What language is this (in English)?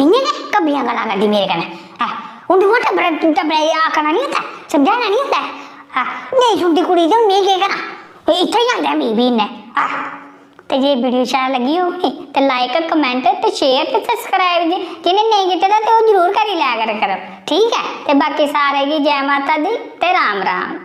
Dogri